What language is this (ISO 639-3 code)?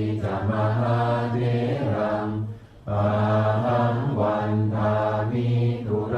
pli